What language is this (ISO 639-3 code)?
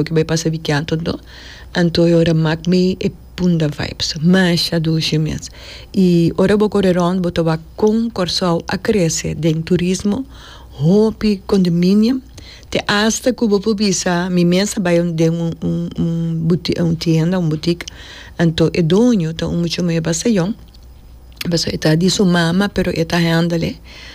pap